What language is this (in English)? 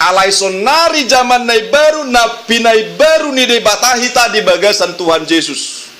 Batak Toba